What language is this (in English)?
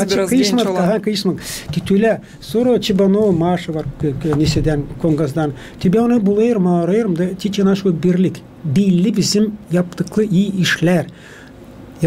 Gagauz